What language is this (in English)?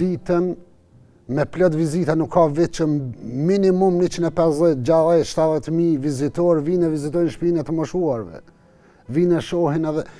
Albanian